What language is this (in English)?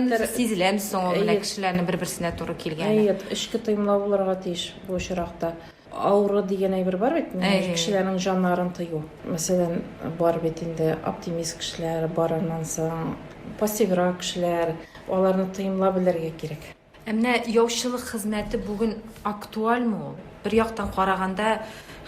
Tatar